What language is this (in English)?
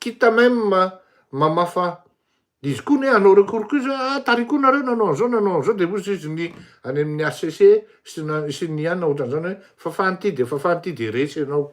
Malagasy